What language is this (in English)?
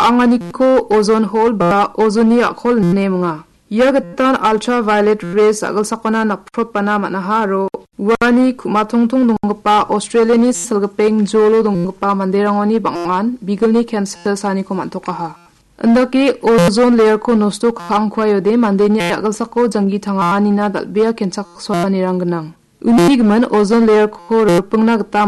Garo